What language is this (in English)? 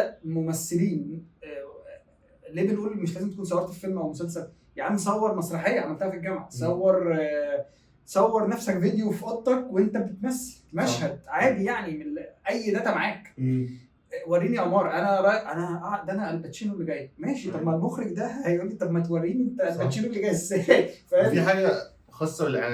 Egyptian Arabic